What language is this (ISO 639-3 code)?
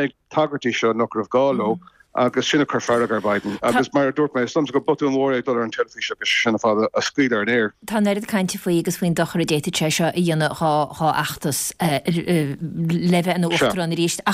gle